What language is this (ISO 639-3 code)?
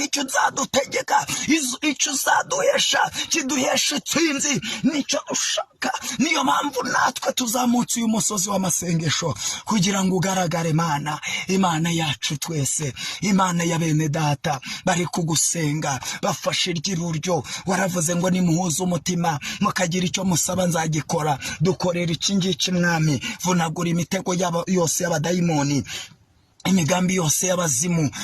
kin